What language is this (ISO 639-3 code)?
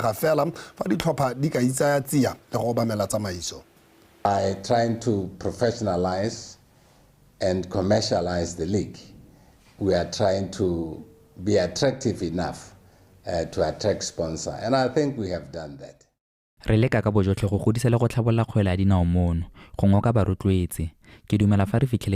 tsn